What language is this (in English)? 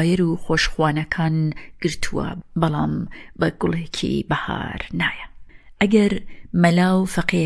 Central Kurdish